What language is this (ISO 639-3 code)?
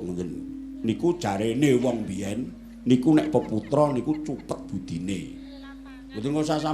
jav